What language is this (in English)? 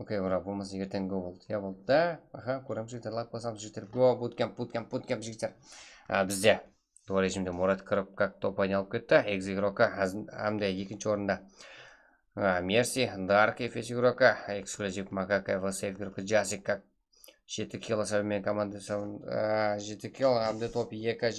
Kara-Kalpak